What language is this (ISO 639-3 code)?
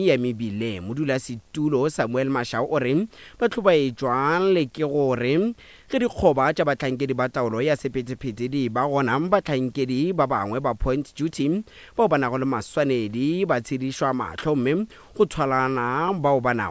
nso